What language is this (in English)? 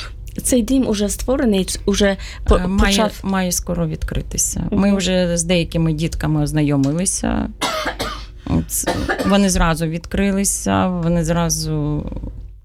Ukrainian